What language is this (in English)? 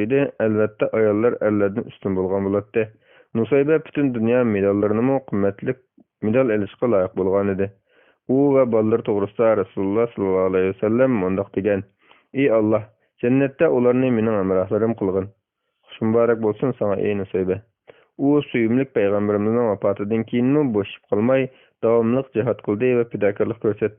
Uyghur